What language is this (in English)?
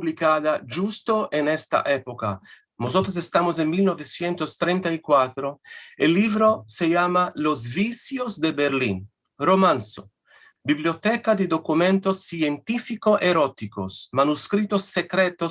Ladino